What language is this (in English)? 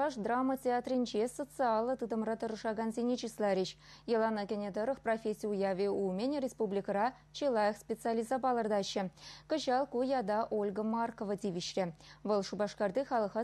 Chuvash